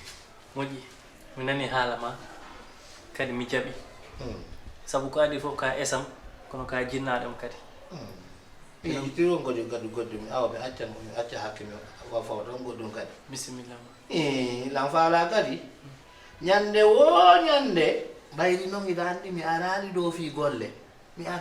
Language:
Fula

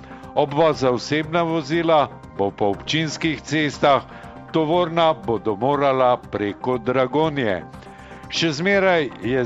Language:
Slovenian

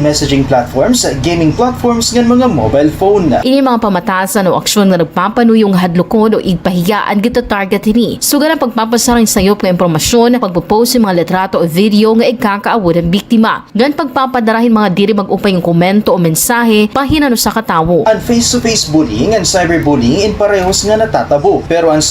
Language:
Waray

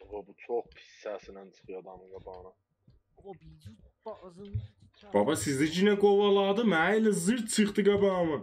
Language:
South Azerbaijani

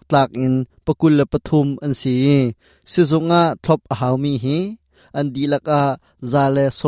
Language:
Hakha Chin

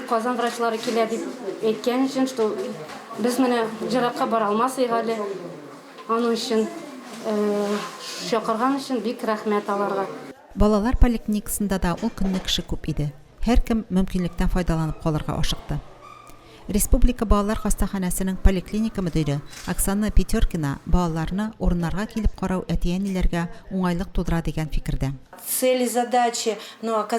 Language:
Tatar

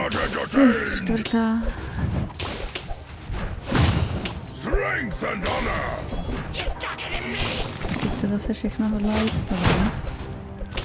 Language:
Czech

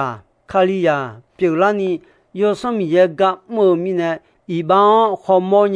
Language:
Akha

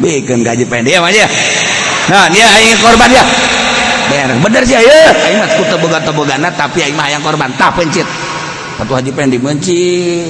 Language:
Sundanese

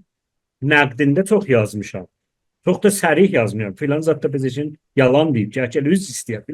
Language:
South Azerbaijani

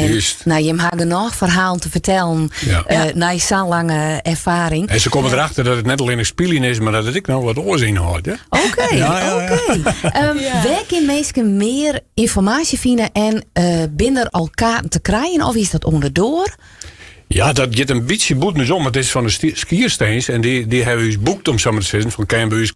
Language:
Western Frisian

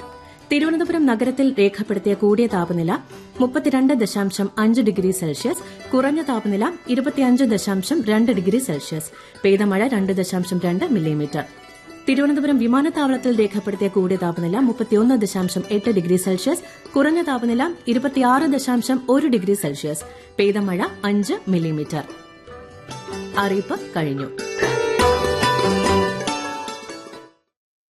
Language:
Malayalam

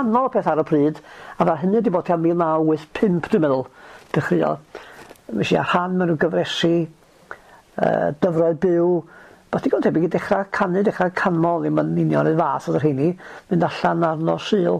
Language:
Welsh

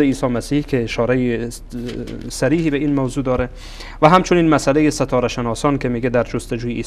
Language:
Persian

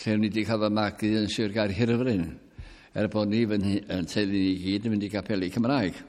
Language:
Welsh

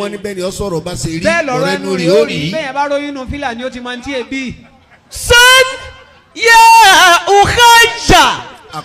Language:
Yoruba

